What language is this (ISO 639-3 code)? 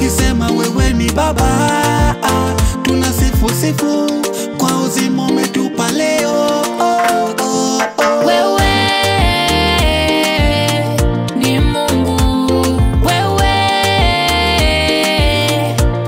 swa